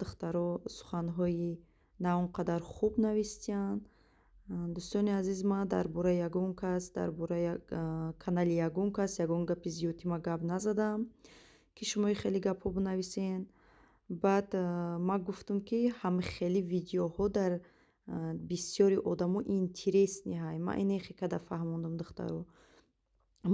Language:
Tajik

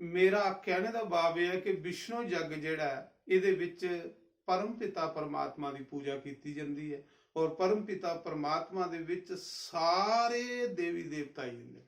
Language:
Dogri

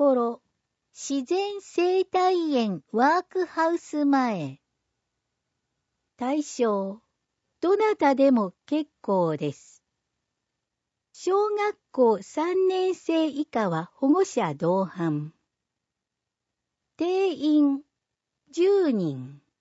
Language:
Japanese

